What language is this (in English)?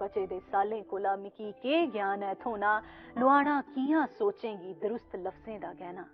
Dogri